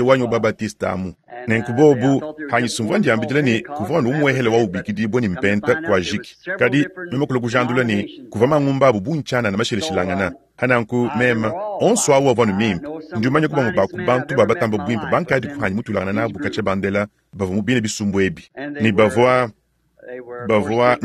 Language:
Luba-Lulua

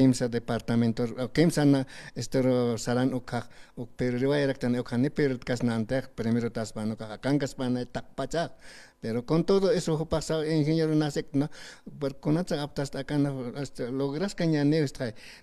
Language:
Aymara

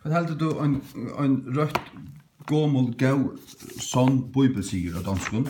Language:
Faroese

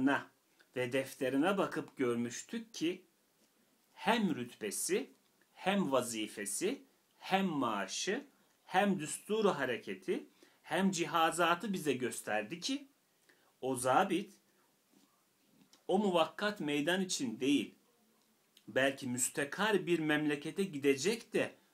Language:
Turkish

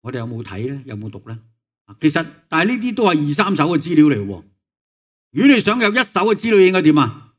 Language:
Cantonese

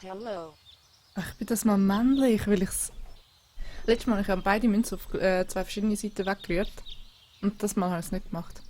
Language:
Swiss German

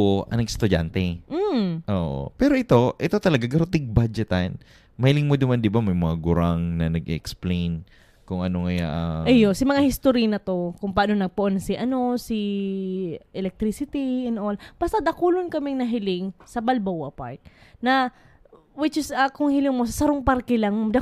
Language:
Bikol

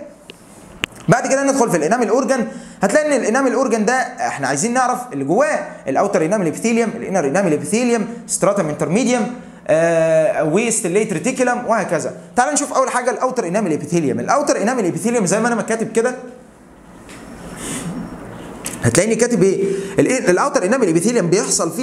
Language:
Egyptian Arabic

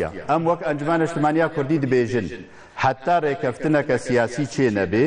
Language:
Kurdish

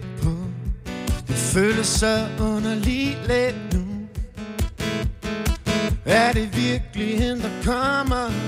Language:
Danish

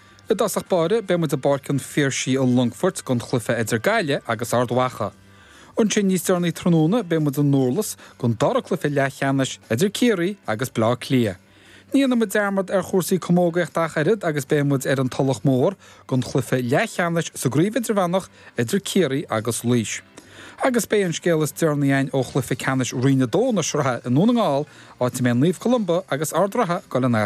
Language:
Irish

